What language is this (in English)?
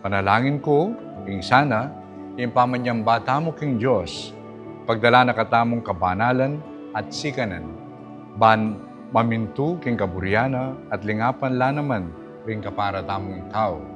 Pampanga